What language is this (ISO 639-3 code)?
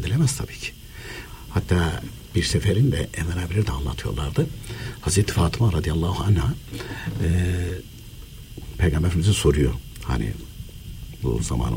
tur